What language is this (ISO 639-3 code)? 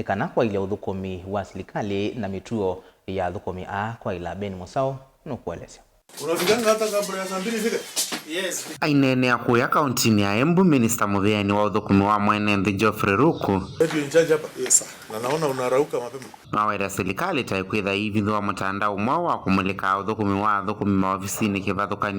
kam